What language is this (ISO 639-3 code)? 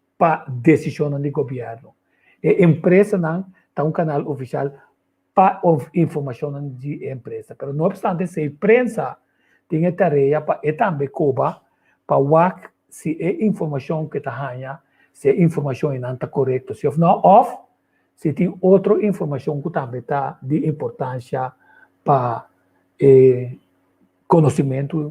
pap